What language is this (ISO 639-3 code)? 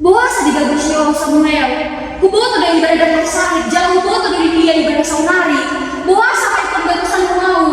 bbc